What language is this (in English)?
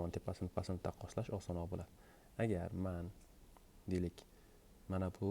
Uzbek